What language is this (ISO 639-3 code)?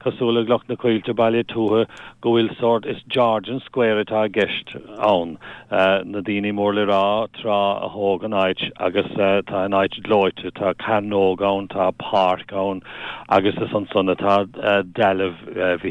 gle